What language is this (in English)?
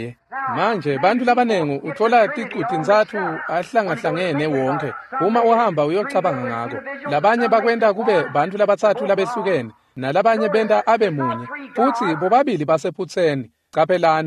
Swati